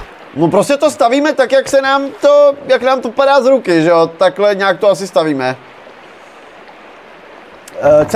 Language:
Czech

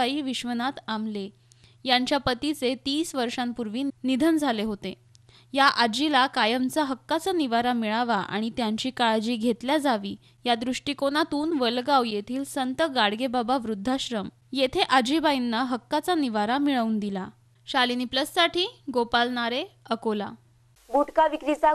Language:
Marathi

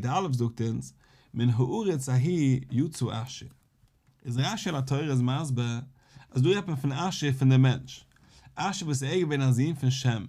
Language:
Yiddish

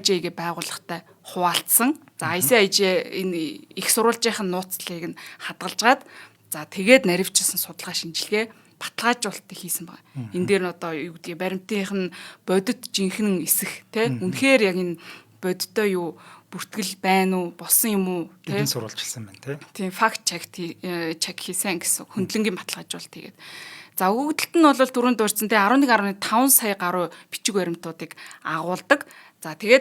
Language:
Mongolian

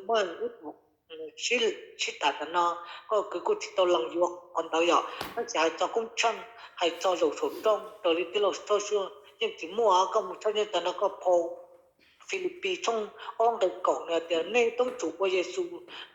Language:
Hmong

